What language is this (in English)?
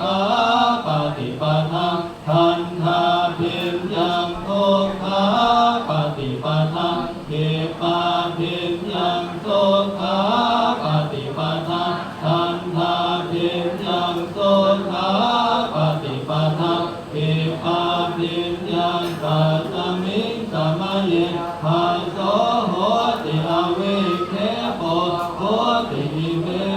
Pali